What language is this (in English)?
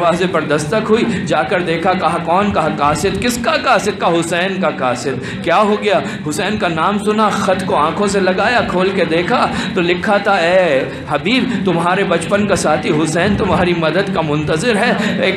Urdu